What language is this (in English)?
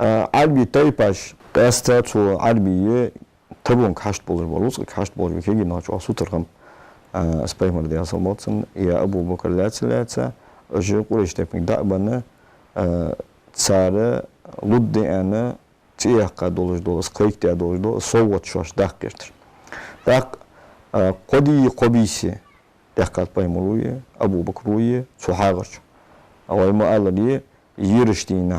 Ingush